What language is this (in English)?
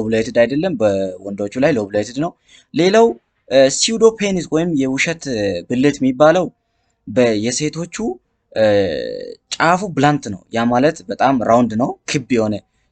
Amharic